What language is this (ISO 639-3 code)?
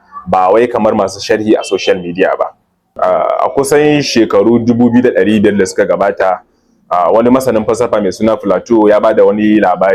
hau